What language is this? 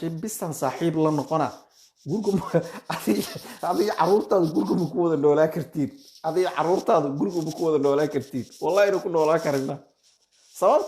Somali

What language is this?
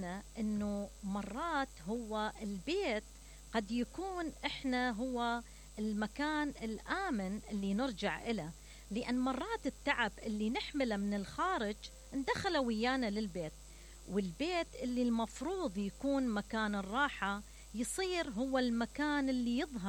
Mesopotamian Arabic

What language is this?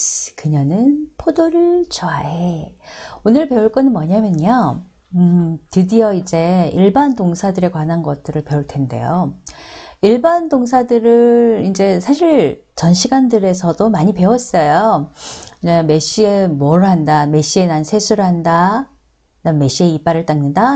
Korean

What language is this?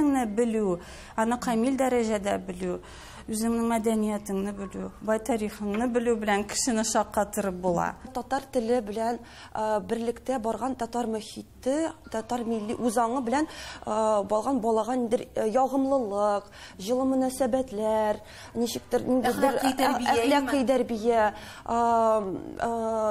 Tatar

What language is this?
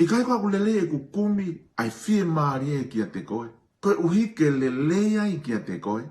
Tongan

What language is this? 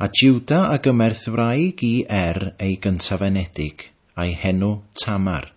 Welsh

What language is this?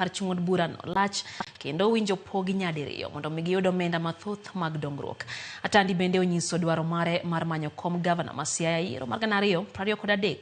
Luo (Kenya and Tanzania)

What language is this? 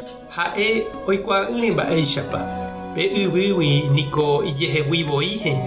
Guarani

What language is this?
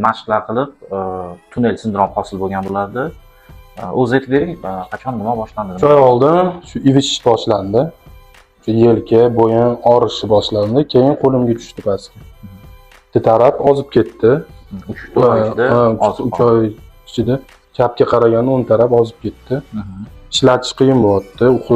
Uzbek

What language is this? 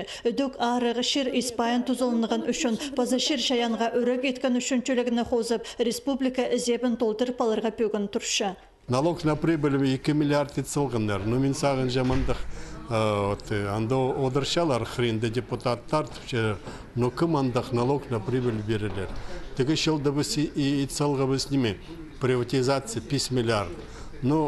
Khakas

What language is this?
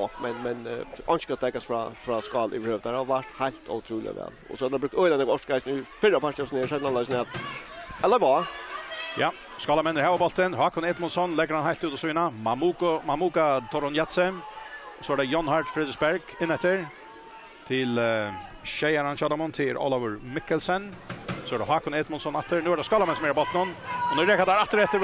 Faroese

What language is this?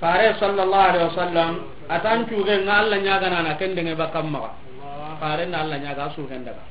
Soninke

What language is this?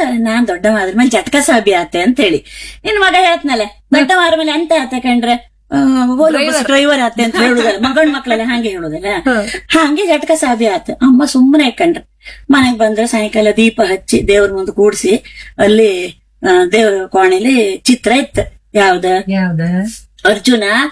Kannada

